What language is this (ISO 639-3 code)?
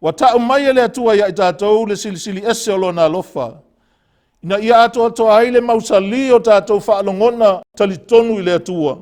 smo